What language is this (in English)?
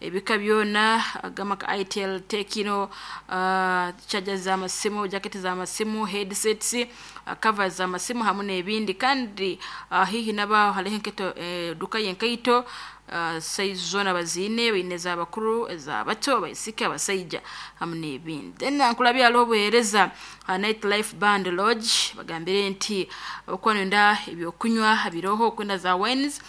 Nyoro